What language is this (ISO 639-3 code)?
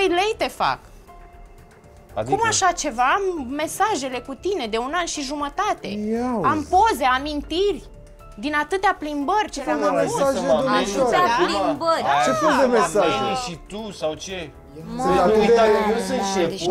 ron